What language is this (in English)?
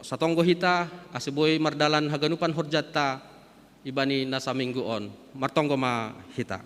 Batak Simalungun